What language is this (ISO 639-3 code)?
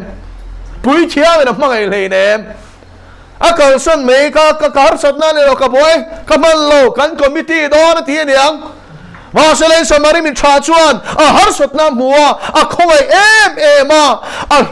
lus